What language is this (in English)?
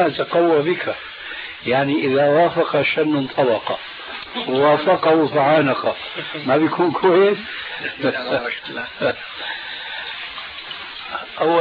Arabic